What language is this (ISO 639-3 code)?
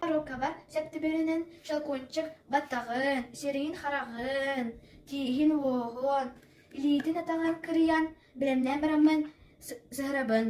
sah